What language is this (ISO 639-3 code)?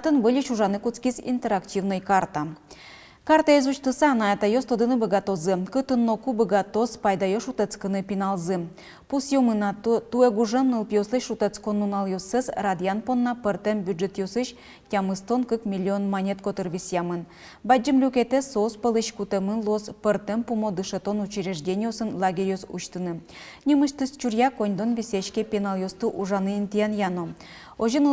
udm